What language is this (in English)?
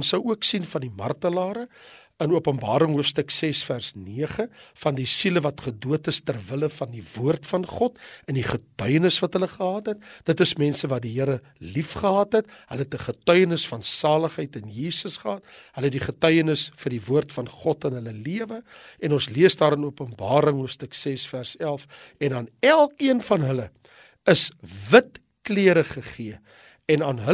Afrikaans